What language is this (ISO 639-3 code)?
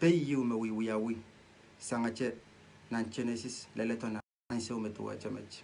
pon